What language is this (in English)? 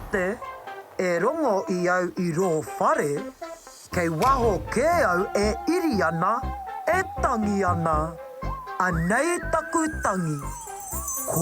Māori